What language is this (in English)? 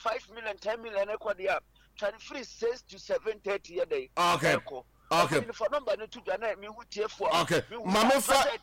Akan